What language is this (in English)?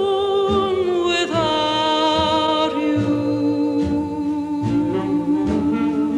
English